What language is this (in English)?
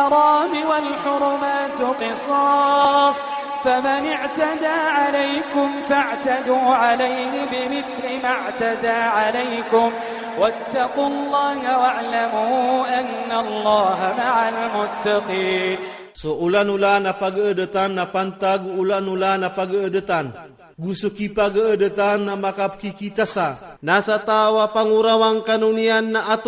Iranun (Philippines)